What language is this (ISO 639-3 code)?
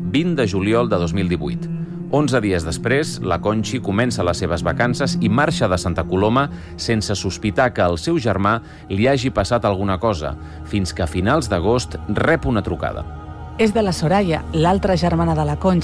cat